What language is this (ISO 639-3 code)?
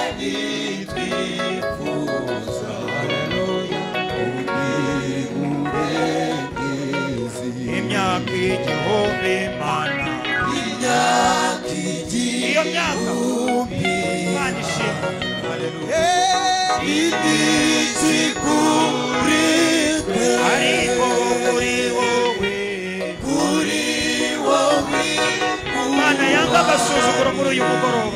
kin